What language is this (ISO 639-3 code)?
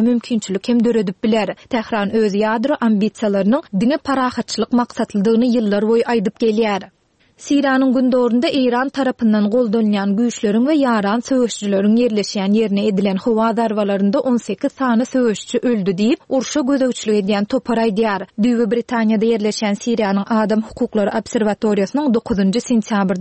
tuk